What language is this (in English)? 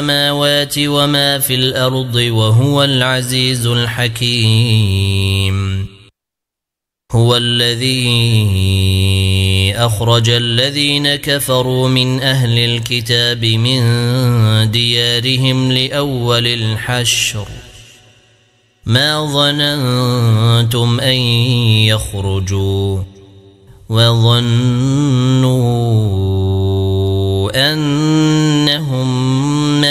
Arabic